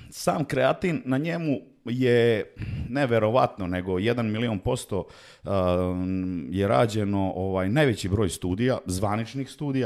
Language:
Serbian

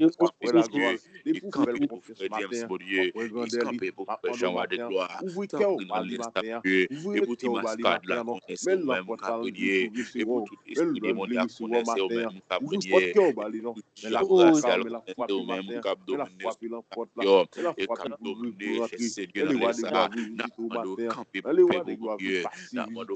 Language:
Haitian Creole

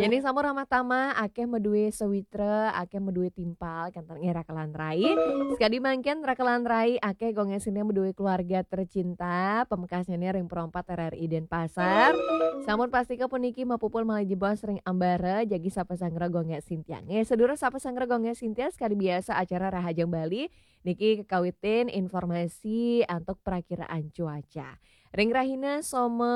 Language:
Balinese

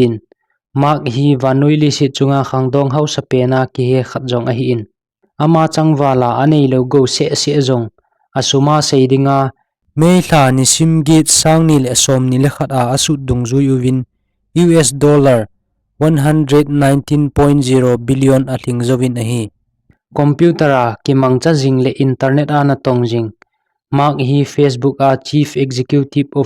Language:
Thado Chin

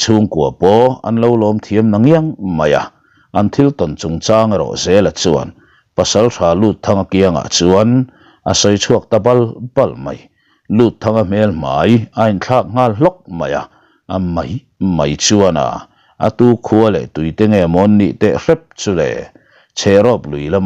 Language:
Mizo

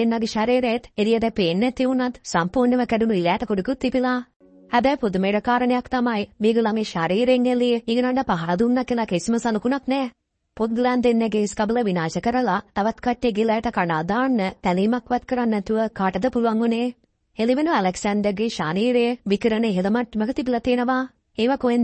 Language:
Sinhala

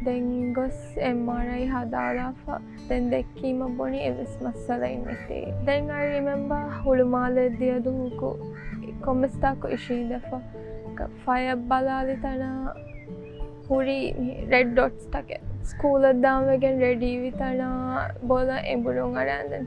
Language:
Divehi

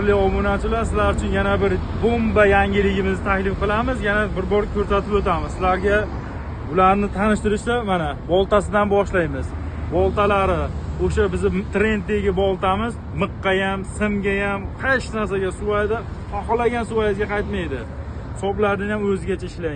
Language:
Uzbek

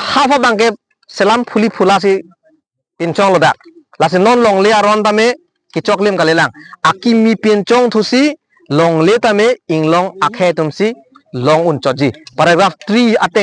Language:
Karbi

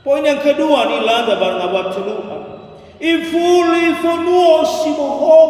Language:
Nias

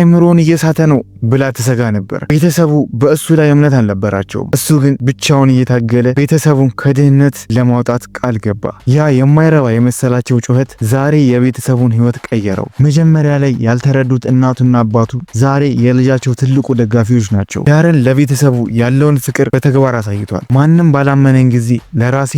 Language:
Amharic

